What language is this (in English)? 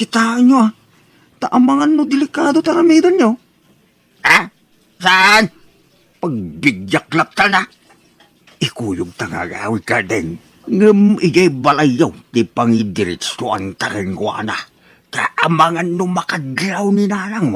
Iloko